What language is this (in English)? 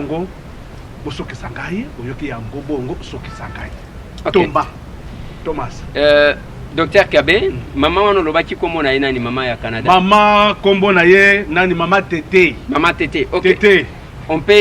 Lingala